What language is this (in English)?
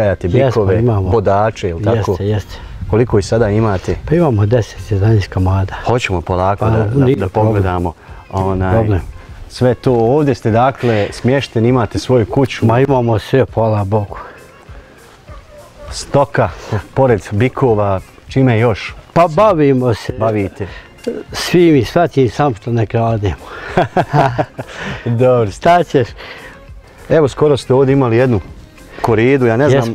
Bosnian